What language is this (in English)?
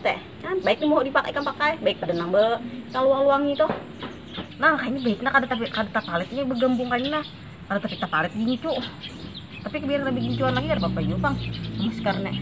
Banjar